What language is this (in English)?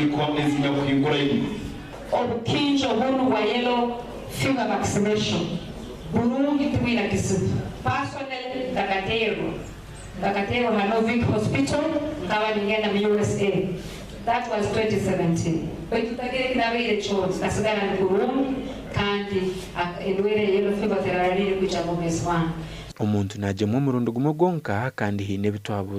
Nyankole